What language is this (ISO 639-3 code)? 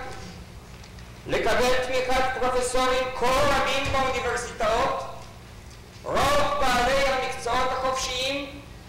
heb